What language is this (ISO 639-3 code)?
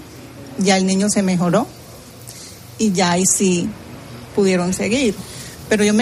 spa